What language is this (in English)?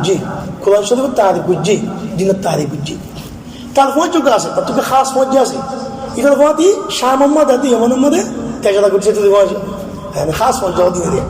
Rohingya